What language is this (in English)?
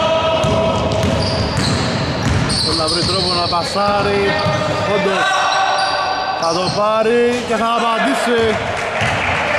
Greek